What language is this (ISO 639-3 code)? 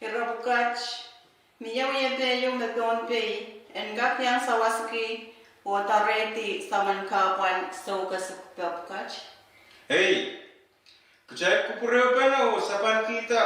pon